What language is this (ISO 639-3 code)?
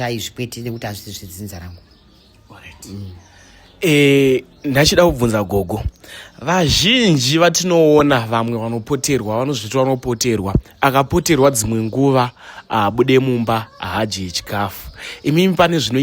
sna